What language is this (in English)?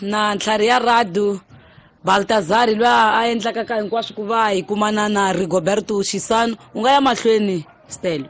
Tsonga